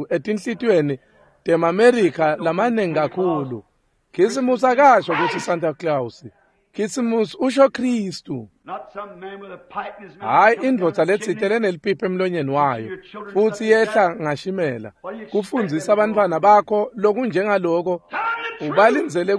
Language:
Swati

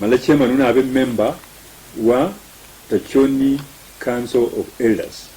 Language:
Luyia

